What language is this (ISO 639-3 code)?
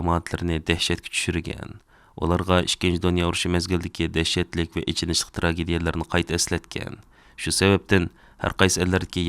uig